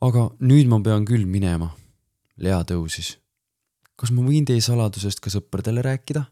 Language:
Estonian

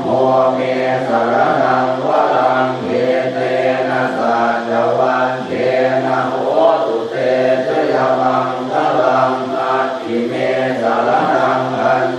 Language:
Pali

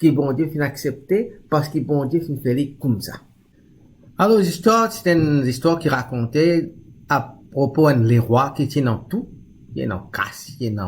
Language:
Morisyen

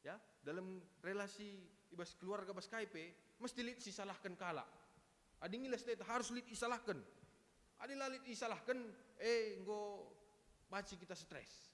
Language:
Batak Karo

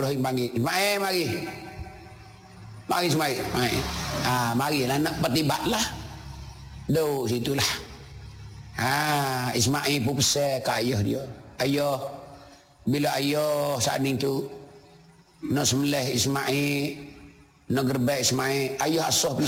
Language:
Malay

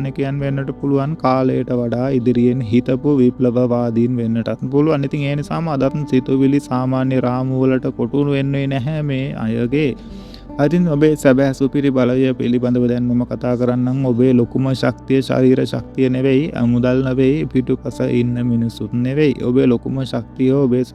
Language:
Sinhala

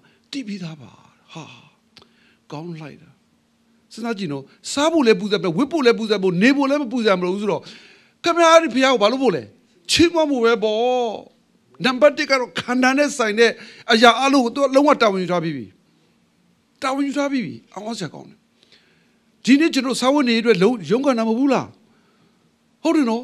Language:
Burmese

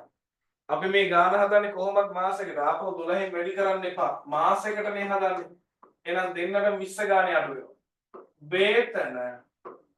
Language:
Sinhala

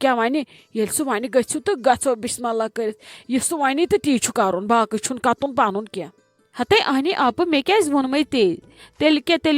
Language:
Kashmiri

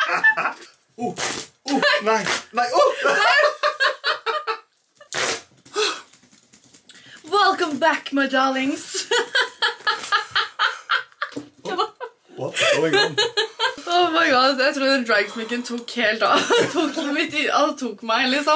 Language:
Norwegian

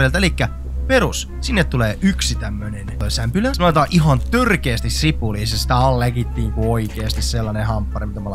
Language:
Finnish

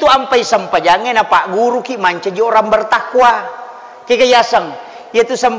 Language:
Buginese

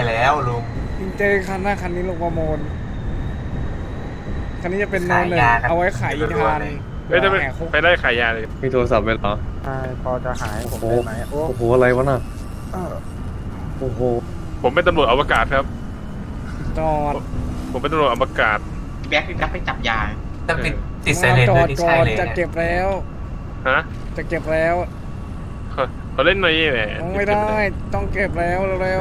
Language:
Thai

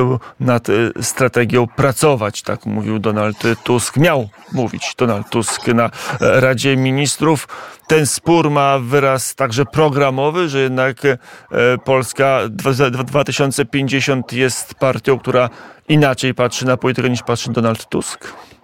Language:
Polish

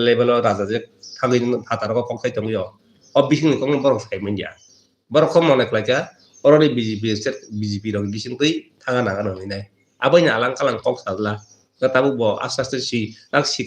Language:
Kok Borok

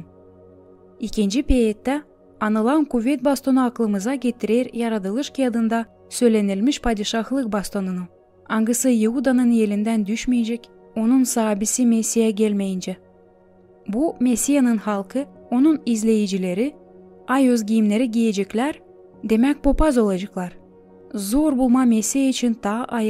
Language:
Gagauz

